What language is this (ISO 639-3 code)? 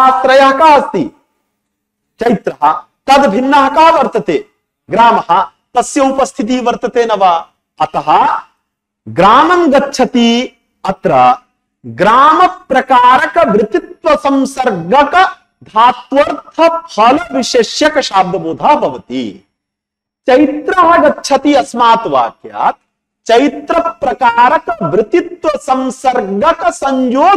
san